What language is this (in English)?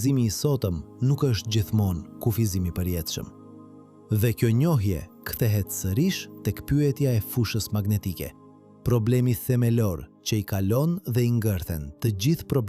Albanian